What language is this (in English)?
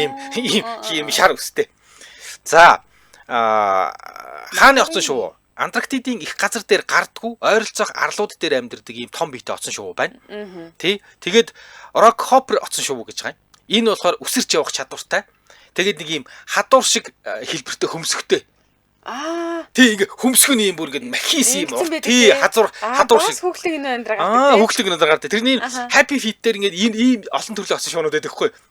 Mongolian